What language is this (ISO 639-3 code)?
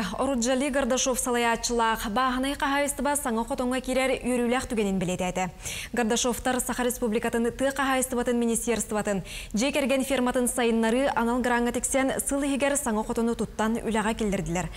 sah